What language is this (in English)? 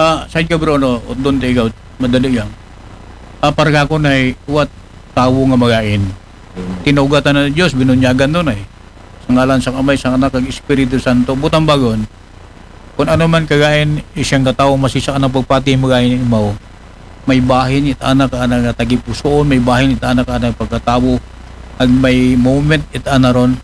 Aklanon